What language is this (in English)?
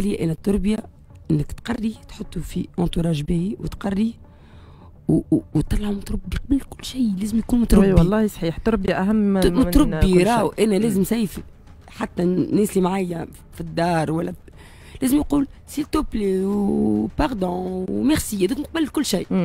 Tunisian Arabic